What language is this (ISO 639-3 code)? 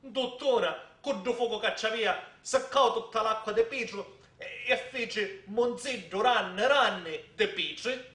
scn